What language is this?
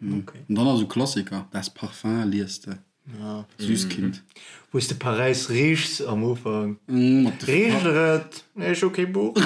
Luxembourgish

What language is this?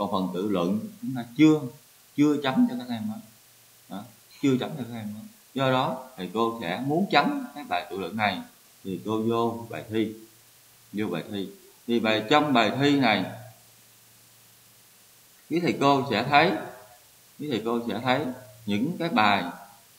Vietnamese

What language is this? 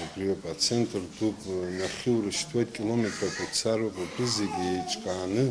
Abkhazian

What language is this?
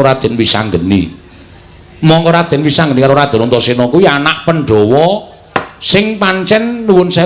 Javanese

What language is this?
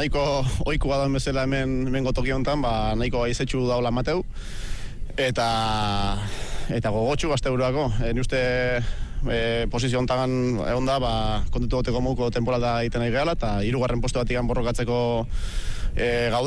Basque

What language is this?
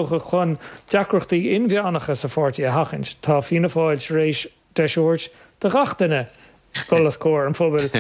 Irish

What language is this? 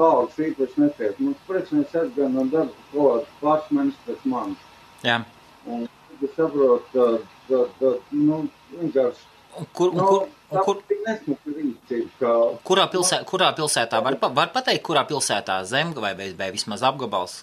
Latvian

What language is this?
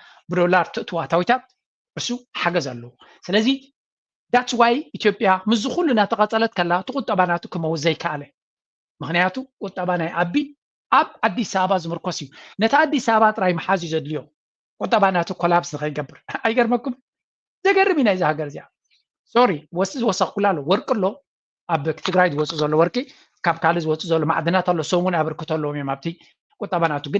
Tigrinya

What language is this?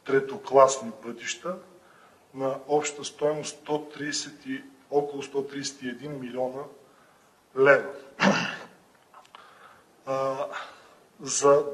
Bulgarian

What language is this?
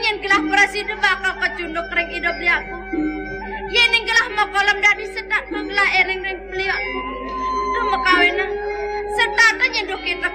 Balinese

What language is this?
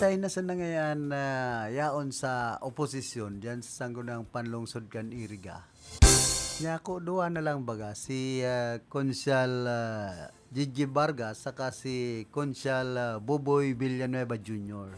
Bikol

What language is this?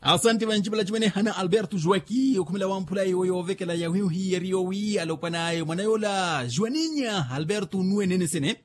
Makhuwa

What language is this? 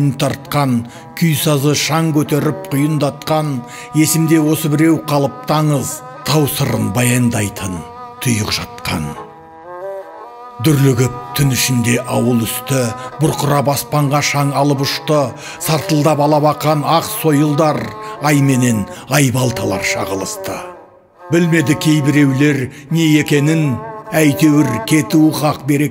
Kazakh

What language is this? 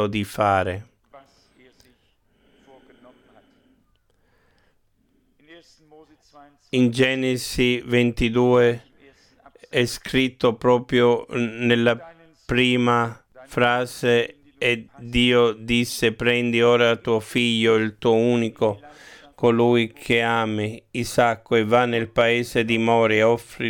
Italian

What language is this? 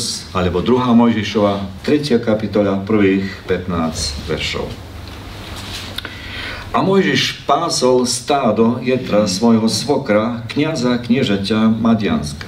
Slovak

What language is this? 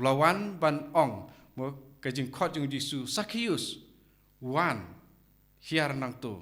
Khasi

